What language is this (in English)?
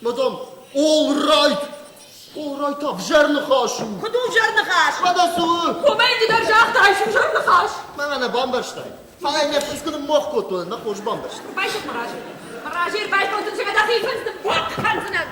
Ossetic